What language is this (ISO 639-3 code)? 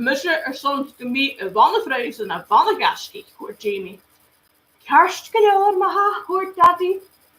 gla